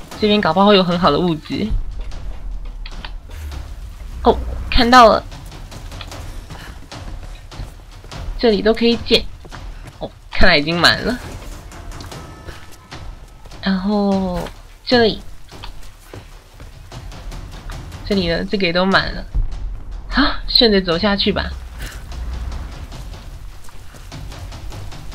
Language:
Chinese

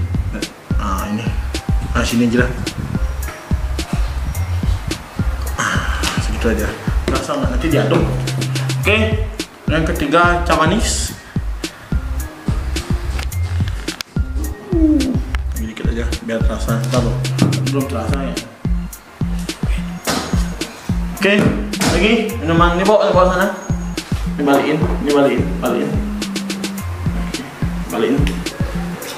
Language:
Indonesian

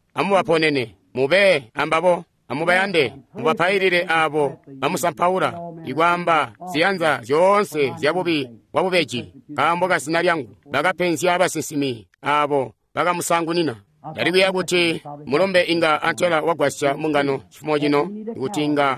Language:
Tonga (Zambia)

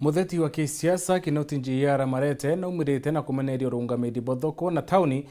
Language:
Meru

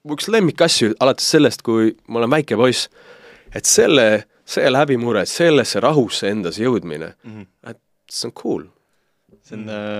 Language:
Estonian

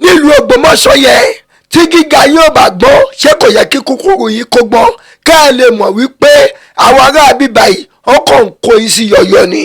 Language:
Yoruba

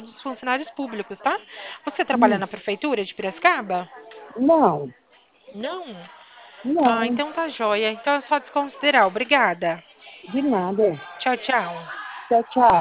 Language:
Portuguese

